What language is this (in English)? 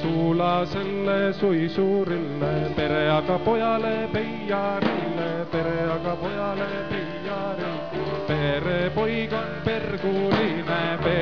Estonian